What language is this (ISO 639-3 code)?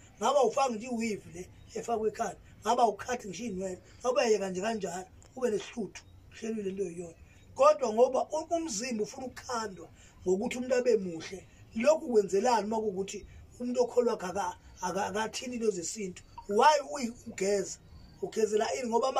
zul